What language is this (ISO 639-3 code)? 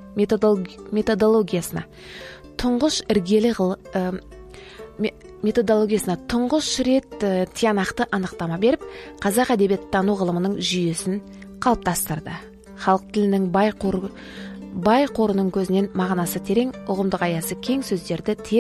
kaz